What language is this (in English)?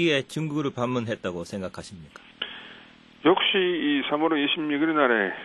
Korean